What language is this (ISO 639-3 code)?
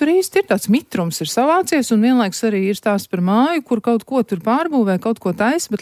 lav